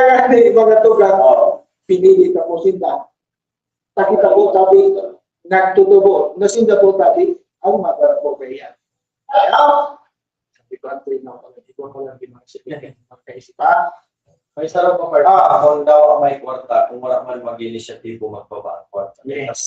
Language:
Bikol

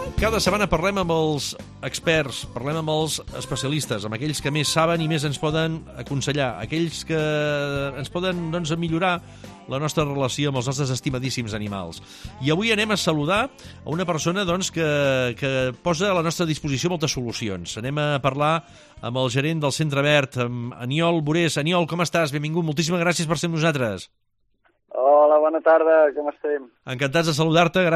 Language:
Catalan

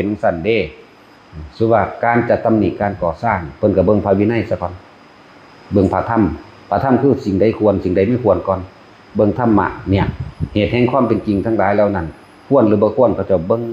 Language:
Northeastern Thai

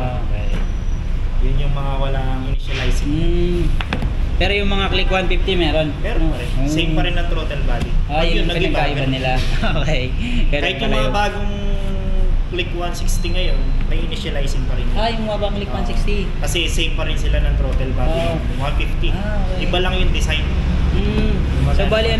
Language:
Filipino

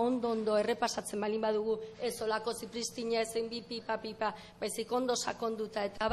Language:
Basque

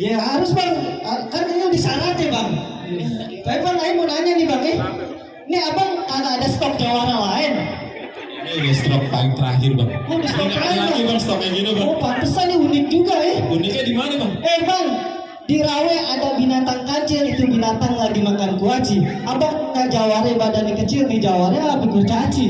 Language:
Betawi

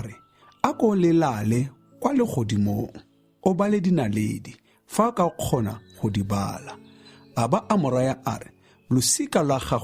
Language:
Tswana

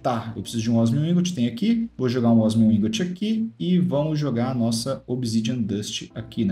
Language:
Portuguese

